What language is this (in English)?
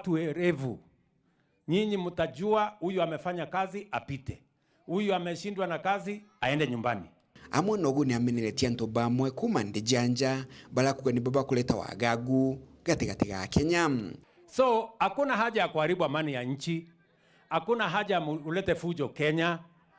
Meru